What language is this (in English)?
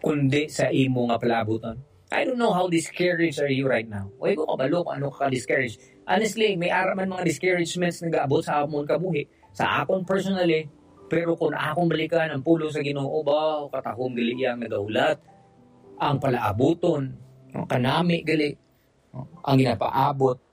Hiligaynon